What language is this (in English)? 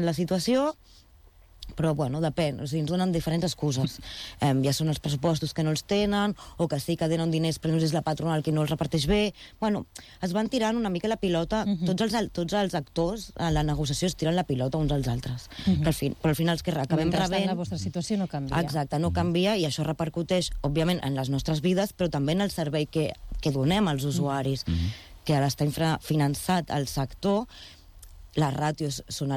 Catalan